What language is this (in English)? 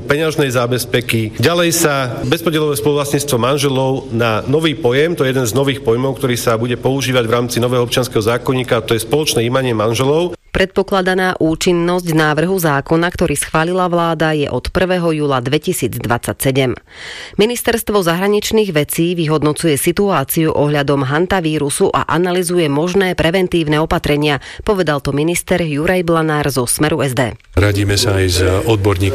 Slovak